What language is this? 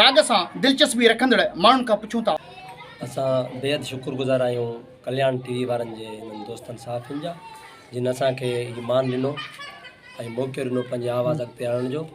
Sindhi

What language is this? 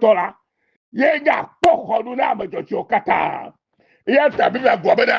Ewe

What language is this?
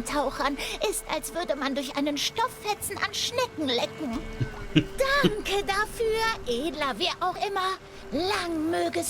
Swiss German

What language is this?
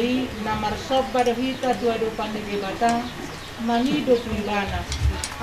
Batak Toba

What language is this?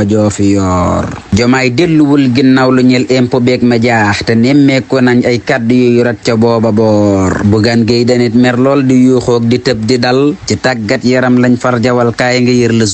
Wolof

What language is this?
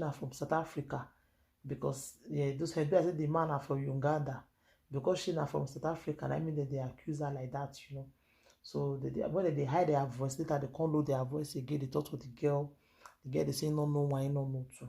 Nigerian Pidgin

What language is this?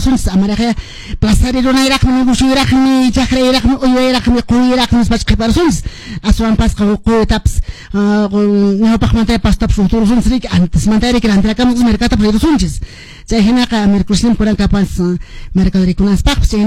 Quechua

